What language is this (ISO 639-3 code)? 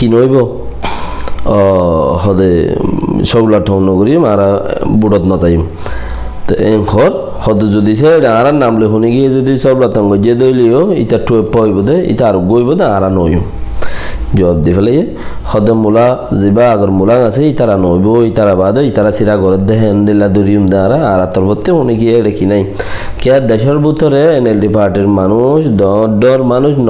rhg